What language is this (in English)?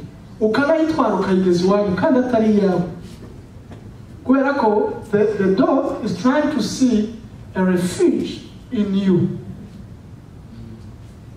Kinyarwanda